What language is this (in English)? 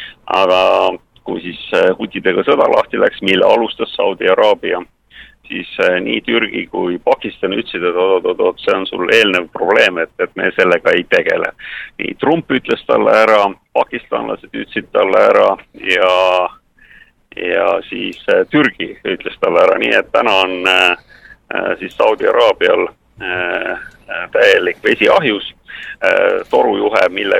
Estonian